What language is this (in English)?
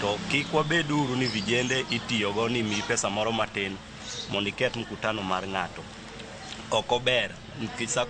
Luo (Kenya and Tanzania)